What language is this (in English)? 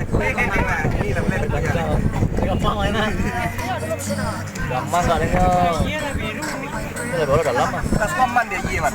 Minangkabau